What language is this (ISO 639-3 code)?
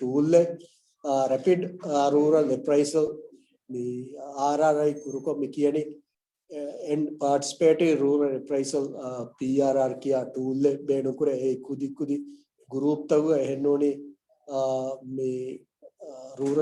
div